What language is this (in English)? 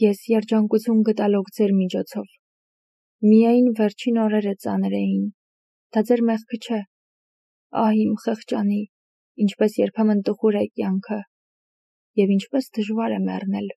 Armenian